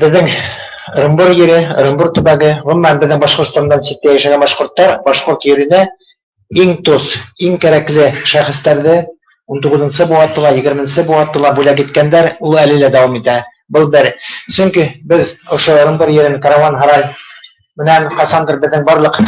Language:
Bashkir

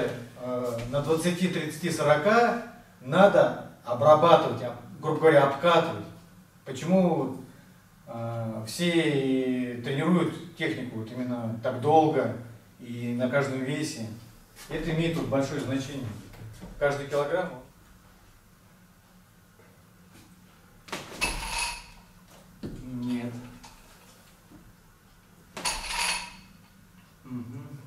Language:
Russian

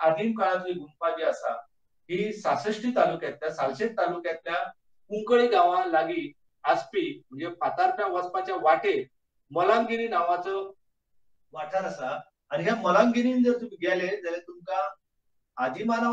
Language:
Konkani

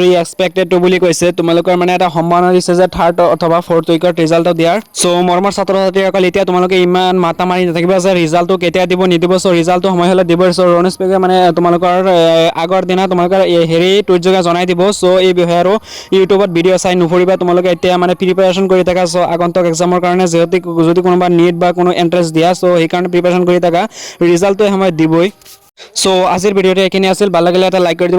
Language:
Assamese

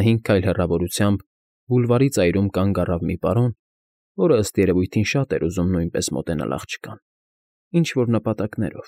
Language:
Armenian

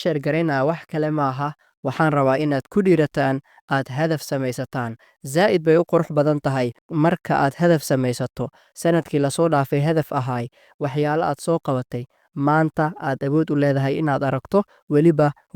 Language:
Somali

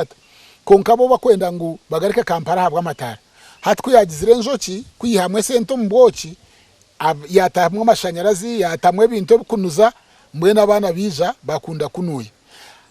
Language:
Nyankole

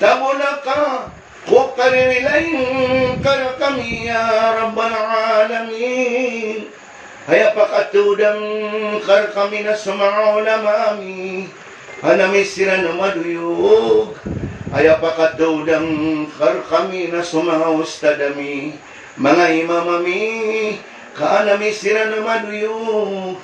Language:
Maranao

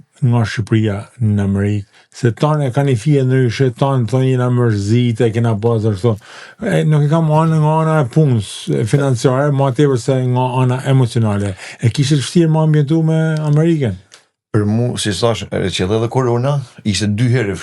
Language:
Albanian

